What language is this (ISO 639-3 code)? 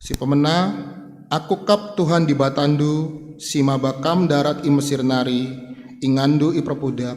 btx